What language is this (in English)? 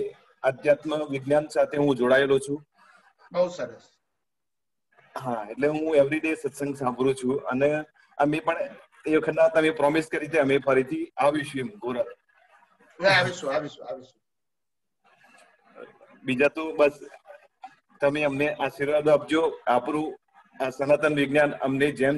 Gujarati